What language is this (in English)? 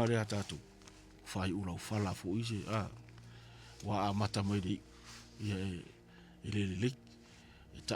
Samoan